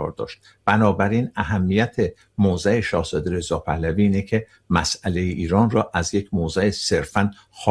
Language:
Persian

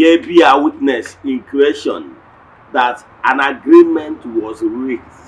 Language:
Igbo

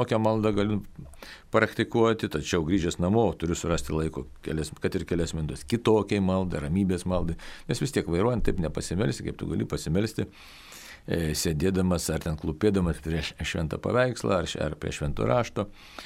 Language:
Lithuanian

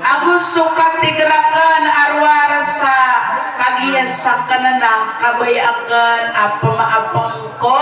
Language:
Maranao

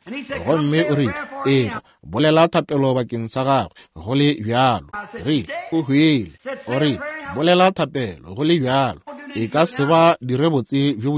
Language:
Northern Sotho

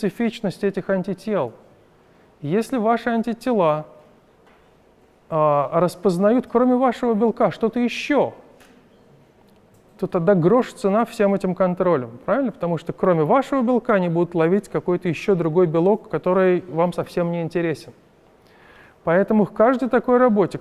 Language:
Russian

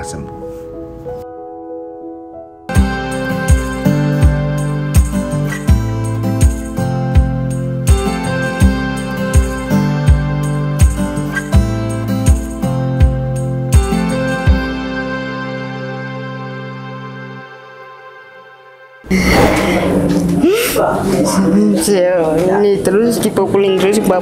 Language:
Indonesian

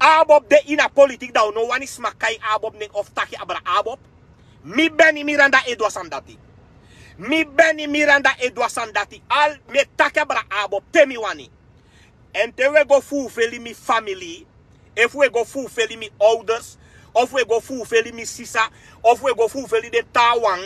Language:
Sranan Tongo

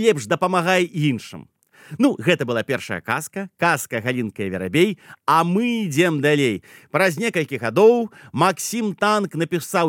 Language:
Belarusian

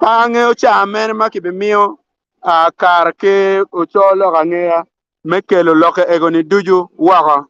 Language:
Acoli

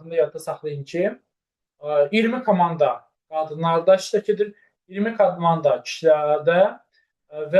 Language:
Azerbaijani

